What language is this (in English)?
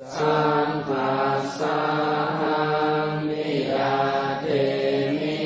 Pali